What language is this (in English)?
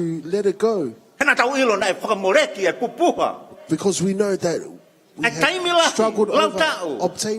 Tongan